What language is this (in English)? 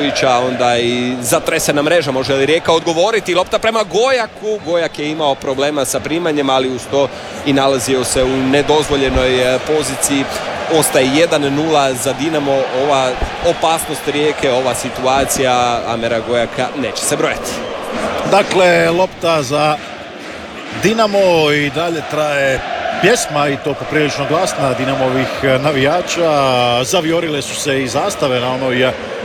Croatian